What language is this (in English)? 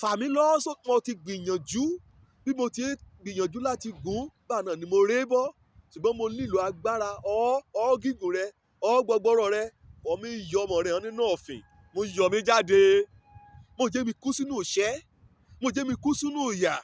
Yoruba